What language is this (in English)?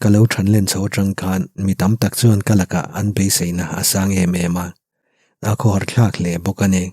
Mizo